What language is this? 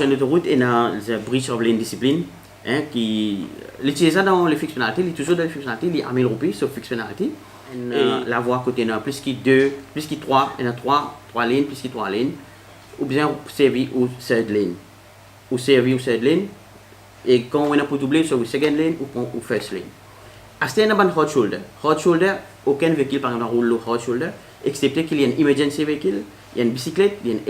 Morisyen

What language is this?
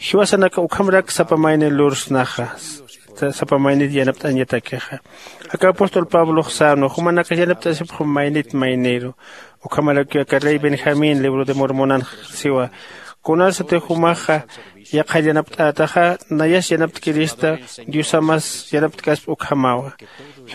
Aymara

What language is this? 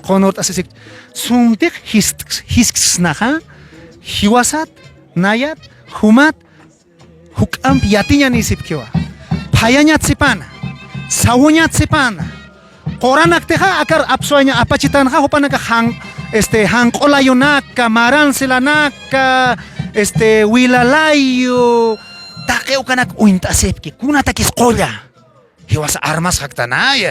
Aymara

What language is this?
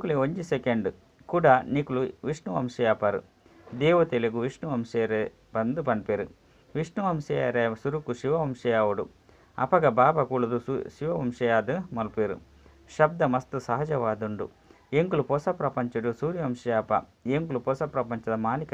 Tulu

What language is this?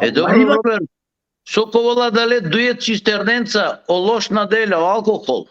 Balkan Romani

